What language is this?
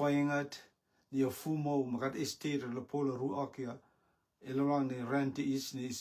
Rotuman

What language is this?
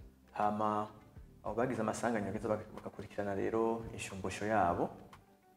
Rundi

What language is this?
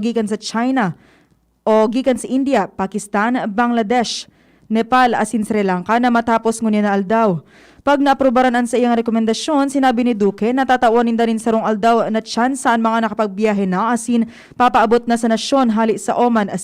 Bikol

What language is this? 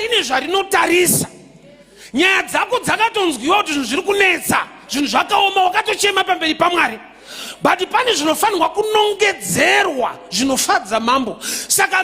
Shona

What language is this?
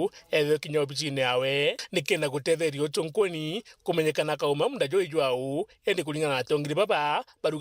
Meru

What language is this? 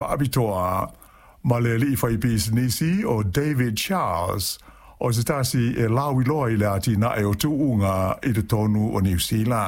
Samoan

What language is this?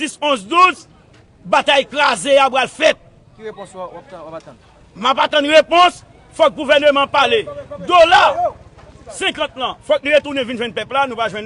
Haitian Creole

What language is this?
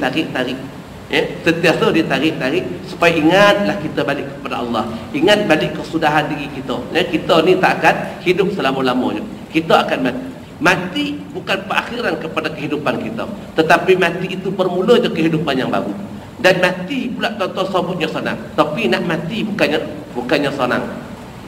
Malay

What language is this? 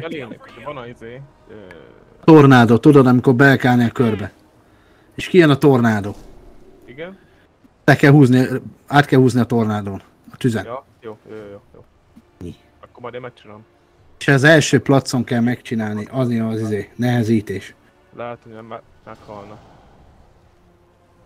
Hungarian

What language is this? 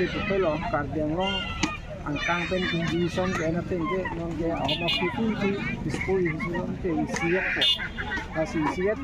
Karbi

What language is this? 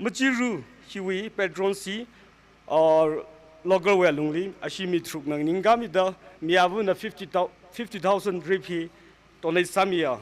Tangkhul Naga (India)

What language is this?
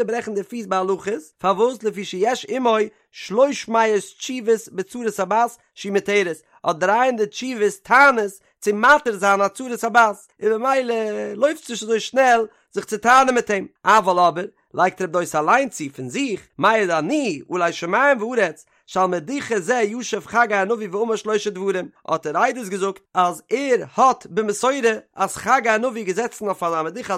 Yiddish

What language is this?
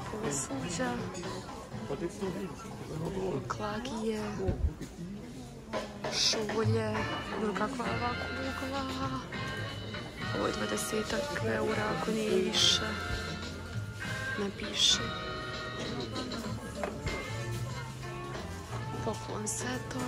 Croatian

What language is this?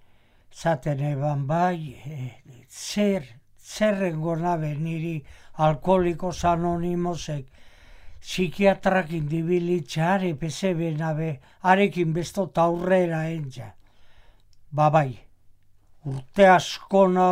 Basque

